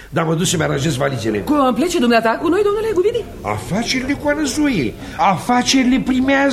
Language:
Romanian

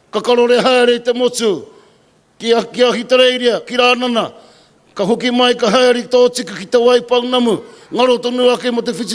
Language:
Māori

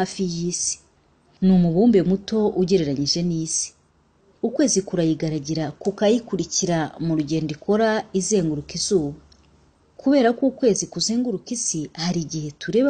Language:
Kinyarwanda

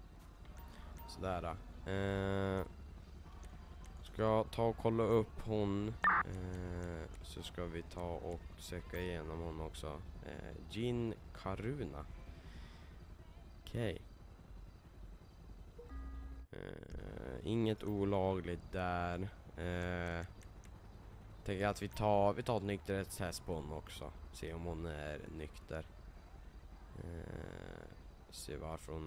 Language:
Swedish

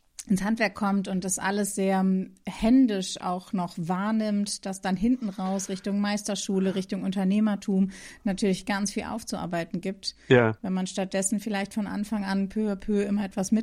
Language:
German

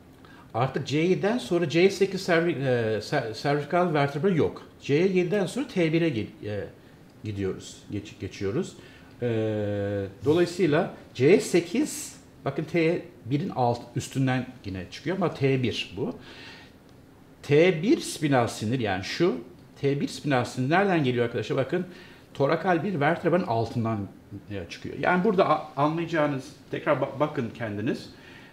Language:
Turkish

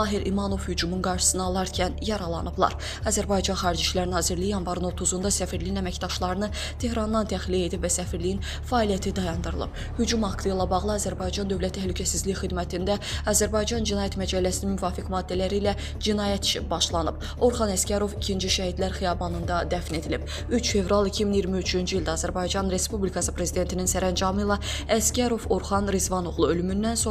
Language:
Azerbaijani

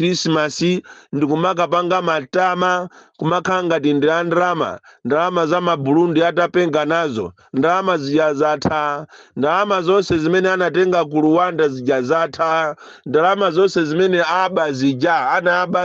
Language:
Nyanja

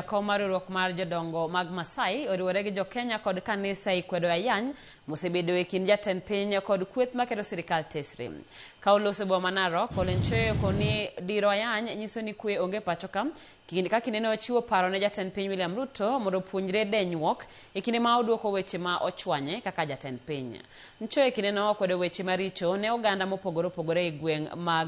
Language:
Luo (Kenya and Tanzania)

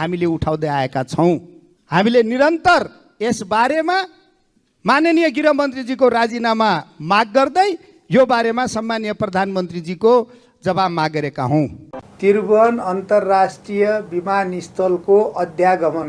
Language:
Nepali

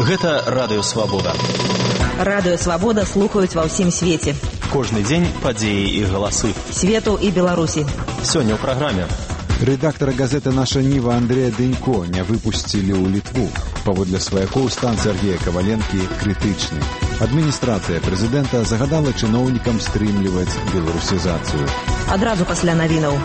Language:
Belarusian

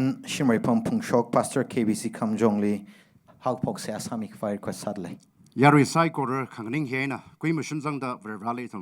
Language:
Tangkhul Naga (India)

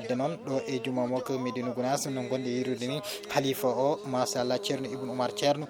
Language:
Fula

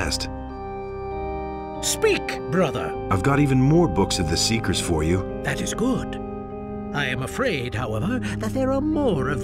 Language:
English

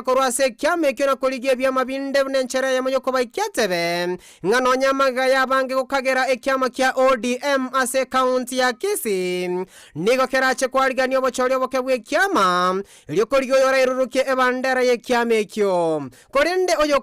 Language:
Gusii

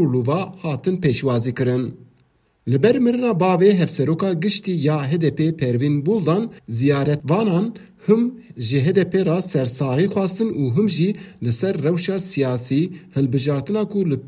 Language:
Kurdish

